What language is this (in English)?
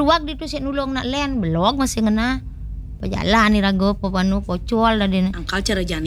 Balinese